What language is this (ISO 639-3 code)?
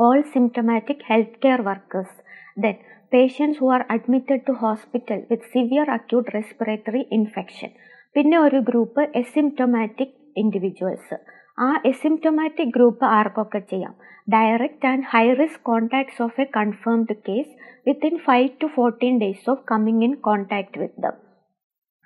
mal